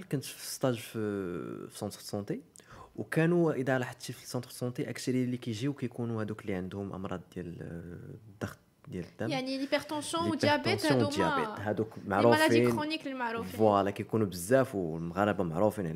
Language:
Moroccan Arabic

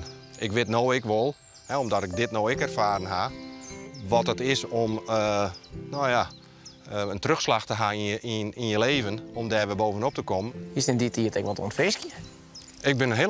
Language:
Western Frisian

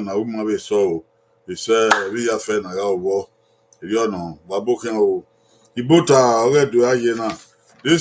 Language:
Bini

